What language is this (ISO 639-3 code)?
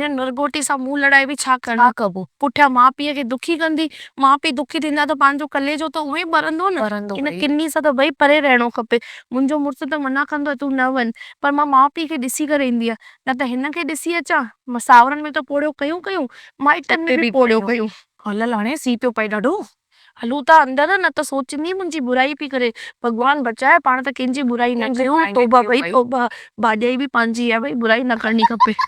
snd